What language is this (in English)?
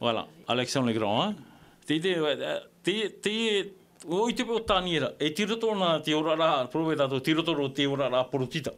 Tahitian